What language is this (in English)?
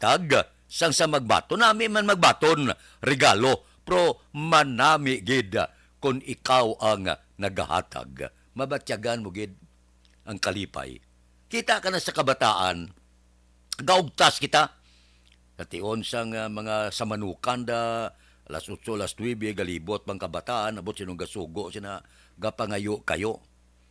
Hiligaynon